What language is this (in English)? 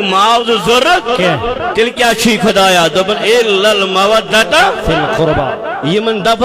Kashmiri